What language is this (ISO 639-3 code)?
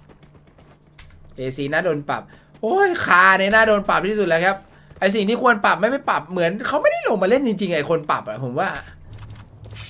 tha